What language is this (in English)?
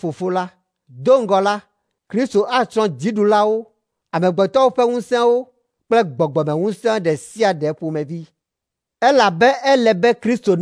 Ewe